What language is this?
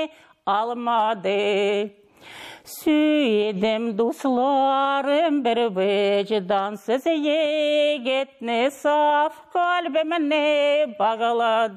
Tatar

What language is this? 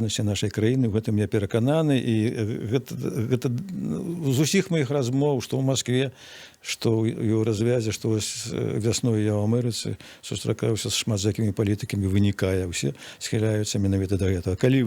Belarusian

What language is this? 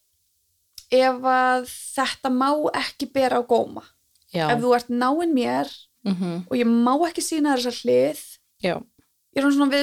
Icelandic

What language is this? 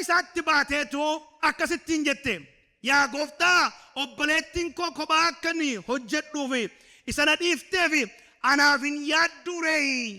Oromo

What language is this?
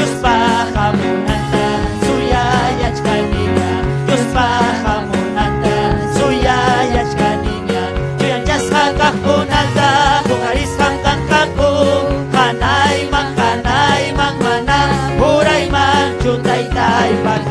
Ayacucho Quechua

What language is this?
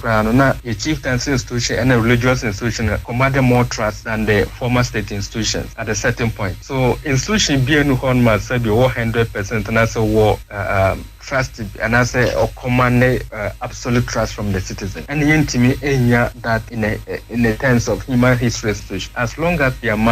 Akan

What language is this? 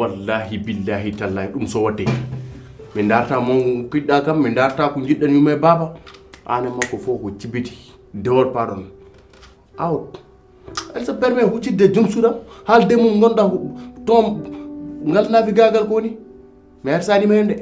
Fula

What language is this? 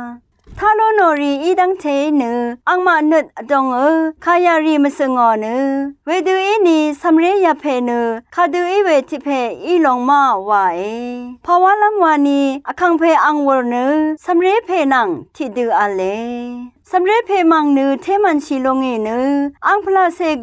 Rawang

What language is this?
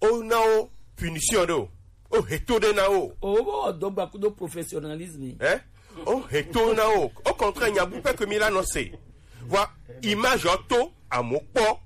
Gen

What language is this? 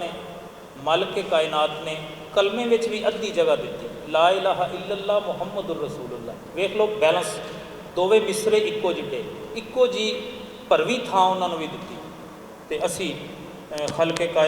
Western Panjabi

